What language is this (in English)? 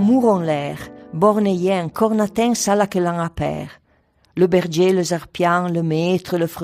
Arpitan